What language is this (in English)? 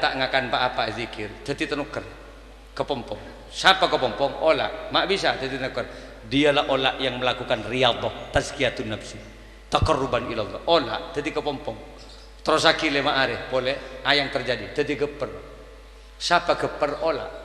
Madurese